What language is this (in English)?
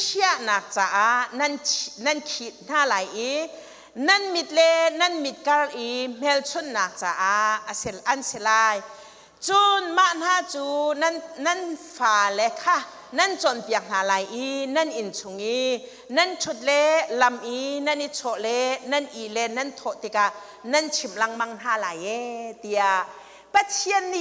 Hakha Chin